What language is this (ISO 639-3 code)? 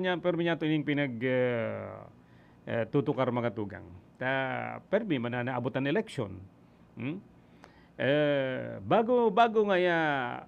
bik